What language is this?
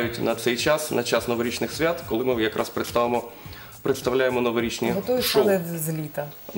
Ukrainian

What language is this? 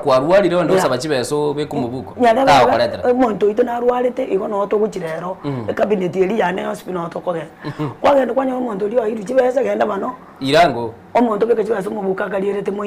Gusii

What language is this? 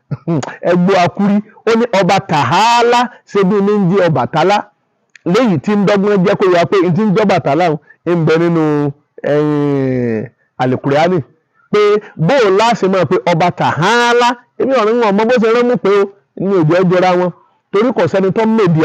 Yoruba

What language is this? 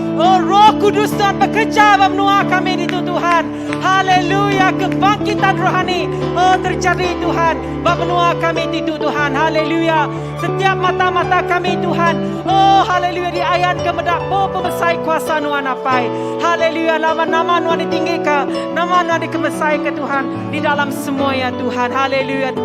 Iban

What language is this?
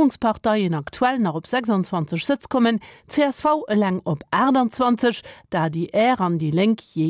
Luxembourgish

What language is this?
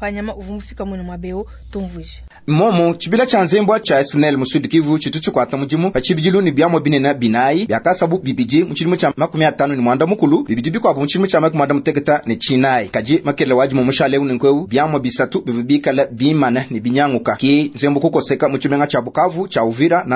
Luba-Lulua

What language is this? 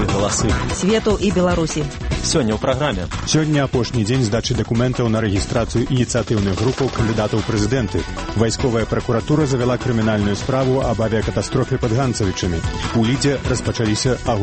Belarusian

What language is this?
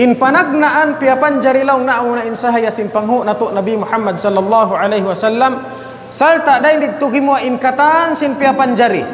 Tausug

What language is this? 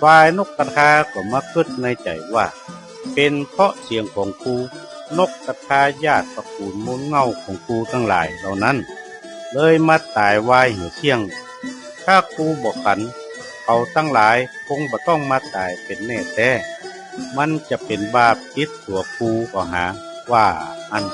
Northern Thai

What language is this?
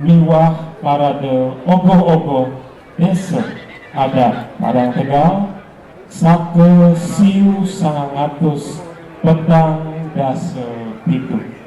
Balinese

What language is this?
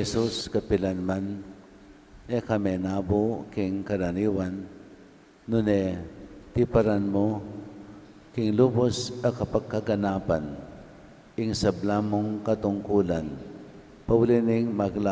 Pampanga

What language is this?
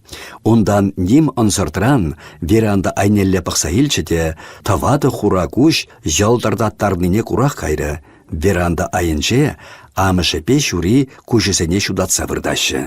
Chuvash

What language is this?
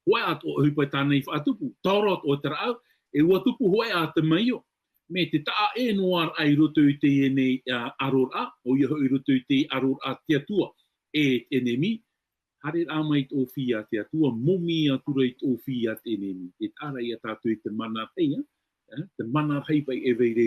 Tahitian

